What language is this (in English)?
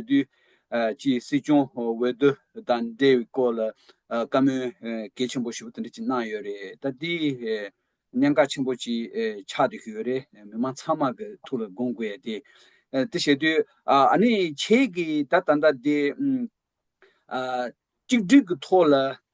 Tibetan